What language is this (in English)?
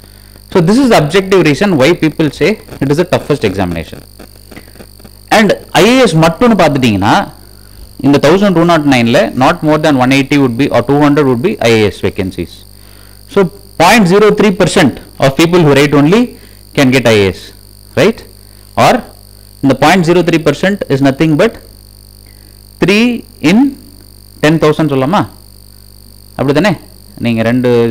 Tamil